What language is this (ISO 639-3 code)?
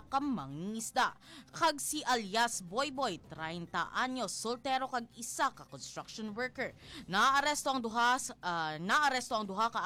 hil